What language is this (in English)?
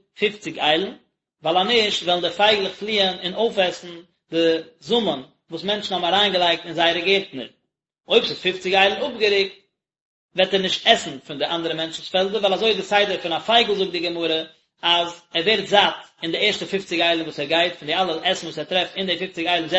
Yiddish